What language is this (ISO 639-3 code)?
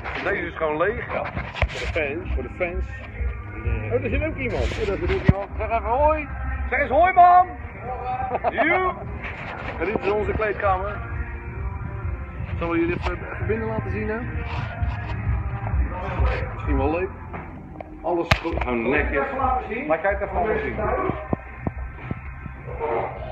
nld